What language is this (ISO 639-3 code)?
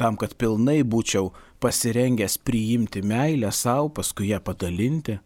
lit